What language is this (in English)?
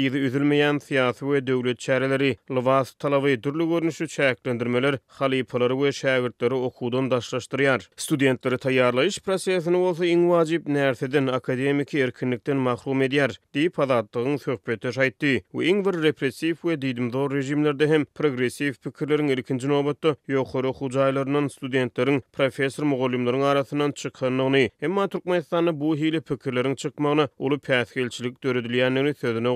Turkmen